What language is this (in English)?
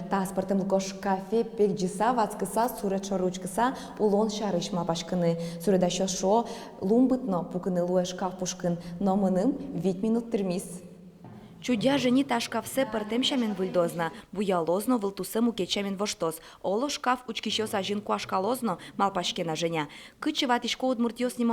Udmurt